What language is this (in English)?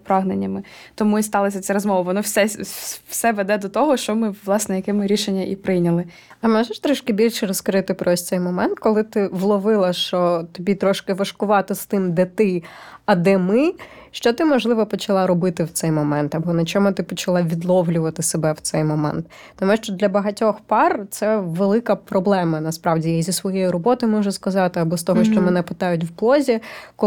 Ukrainian